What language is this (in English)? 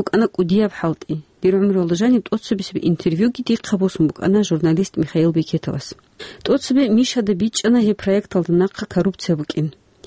Avaric